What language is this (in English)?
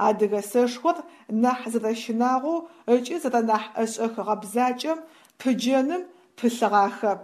Adyghe